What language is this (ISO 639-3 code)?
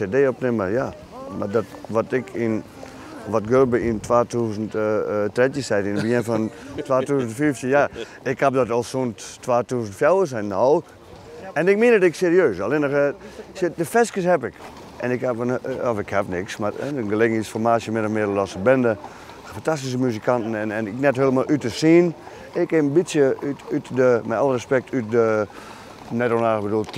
fry